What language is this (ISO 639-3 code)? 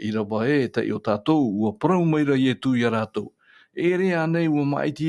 tah